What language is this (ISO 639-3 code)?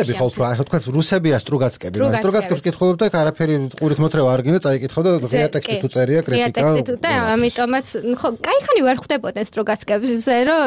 kat